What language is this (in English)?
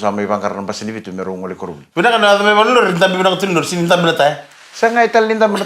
Fijian